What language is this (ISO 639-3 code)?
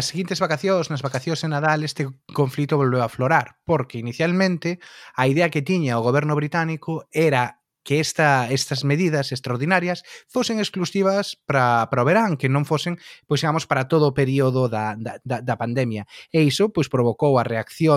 glg